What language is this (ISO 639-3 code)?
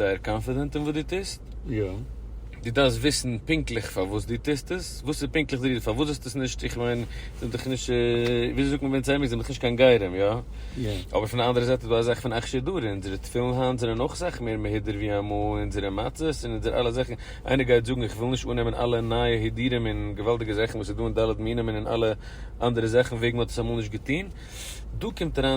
yid